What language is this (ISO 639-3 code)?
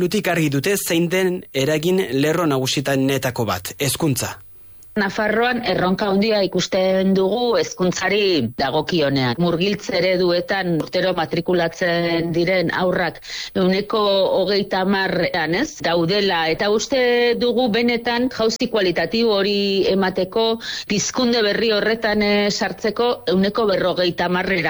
eus